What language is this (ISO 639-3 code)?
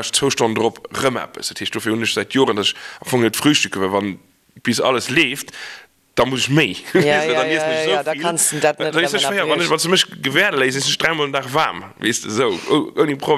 ltz